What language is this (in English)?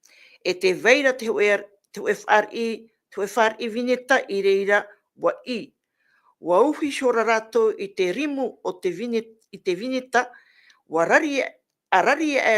Tahitian